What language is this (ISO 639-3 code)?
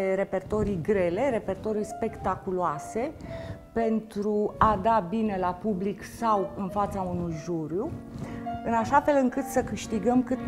ron